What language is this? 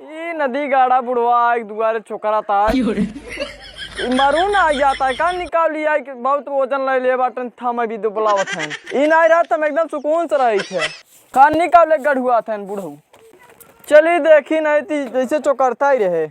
Awadhi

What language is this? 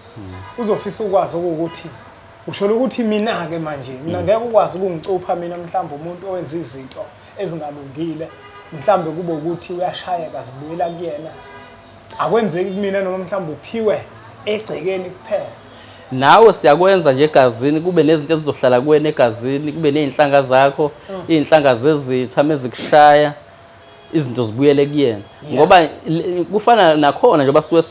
Zulu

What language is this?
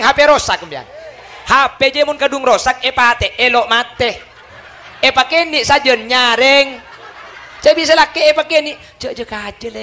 Madurese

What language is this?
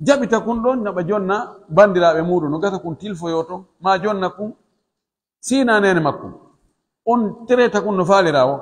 Pular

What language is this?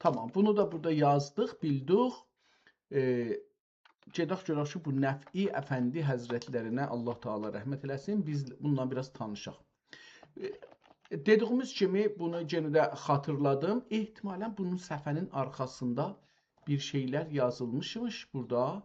South Azerbaijani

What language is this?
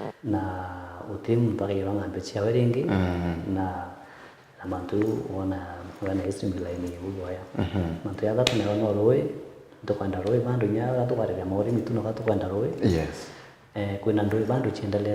Meru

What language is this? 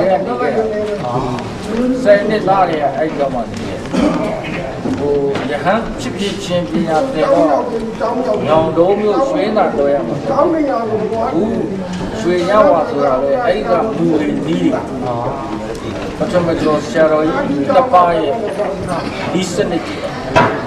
Burmese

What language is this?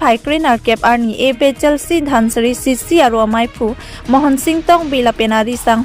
Karbi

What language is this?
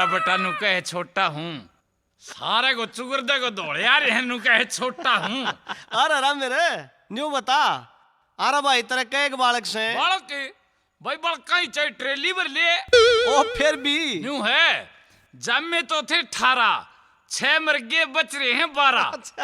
Haryanvi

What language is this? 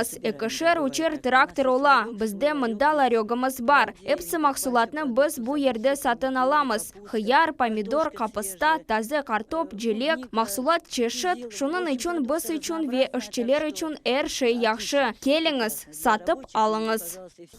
Crimean Tatar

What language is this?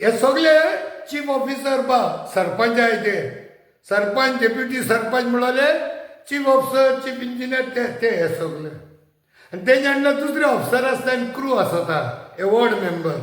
Konkani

